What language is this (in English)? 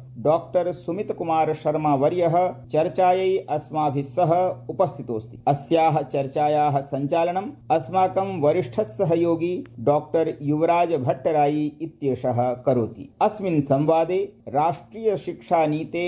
Sanskrit